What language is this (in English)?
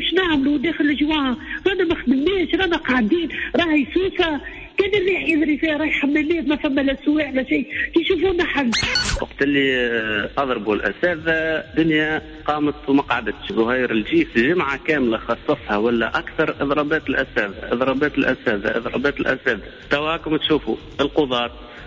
Tunisian Arabic